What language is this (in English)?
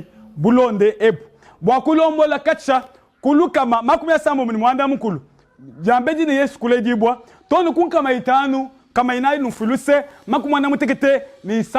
Luba-Lulua